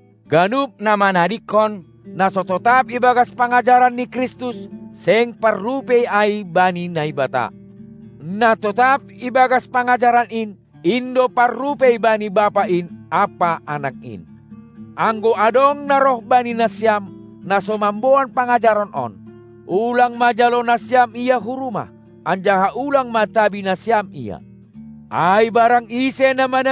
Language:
Batak Simalungun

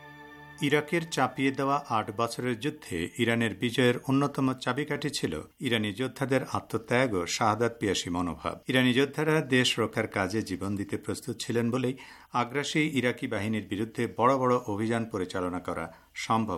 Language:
Bangla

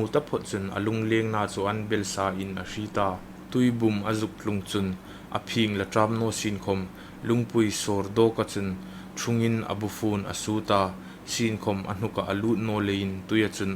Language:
Hmar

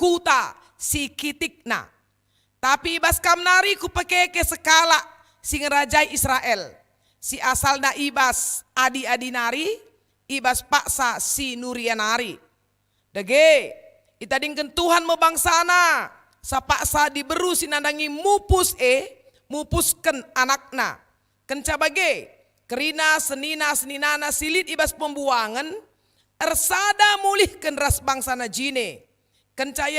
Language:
Batak Karo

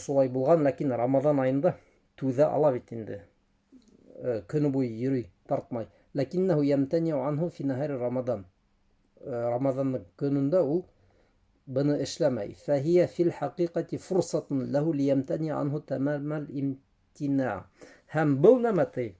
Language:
Bashkir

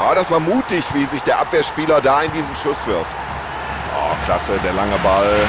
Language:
Bavarian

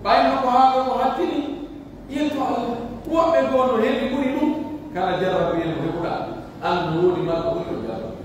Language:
Pular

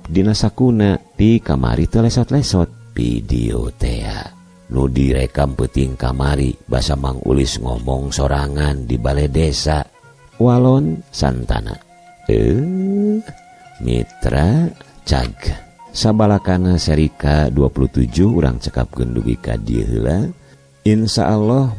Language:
Sundanese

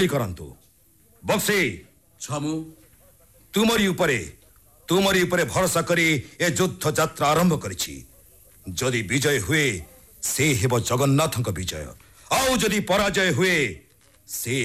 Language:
Odia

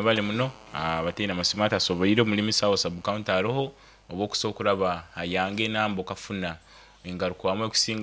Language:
Nyankole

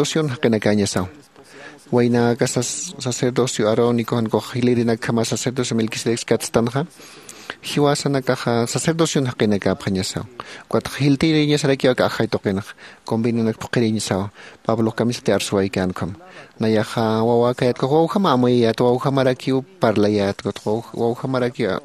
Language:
Aymara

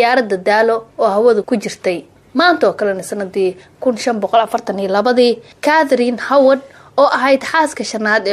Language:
Somali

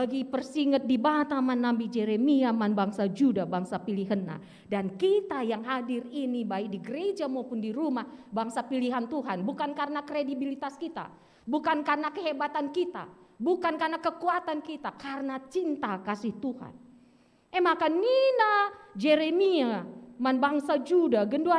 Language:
Batak Karo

